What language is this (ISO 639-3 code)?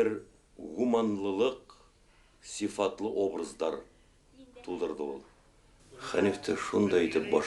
bak